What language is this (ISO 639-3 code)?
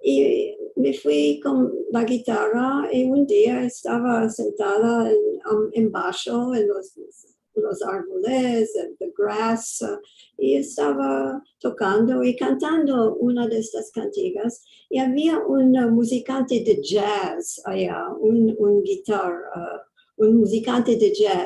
lad